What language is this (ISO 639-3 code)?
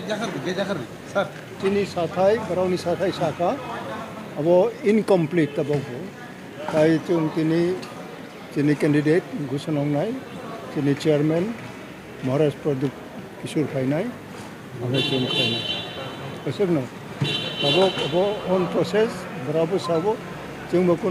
ria